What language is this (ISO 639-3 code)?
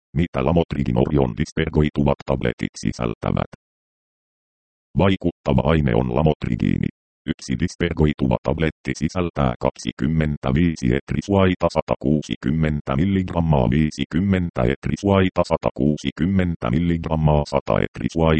fin